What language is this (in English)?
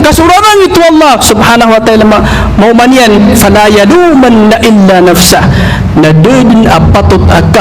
Maranao